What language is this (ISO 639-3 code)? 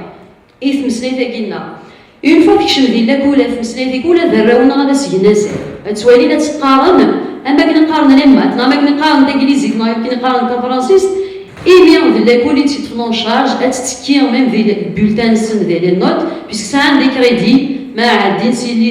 kab